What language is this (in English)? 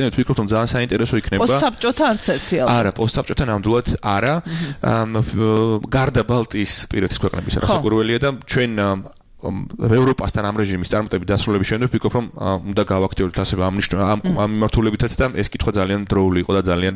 Georgian